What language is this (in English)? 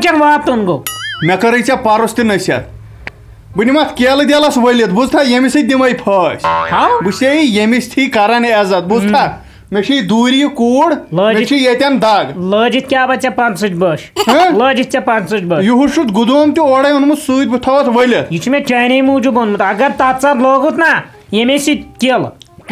Kashmiri